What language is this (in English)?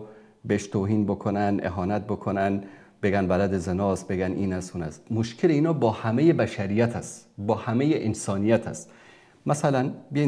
Persian